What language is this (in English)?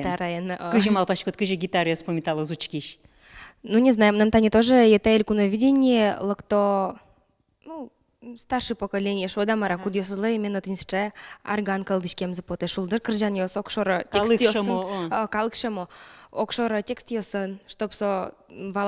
Udmurt